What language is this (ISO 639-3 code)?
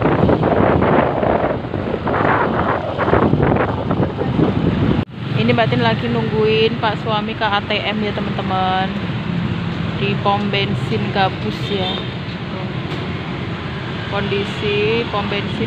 ind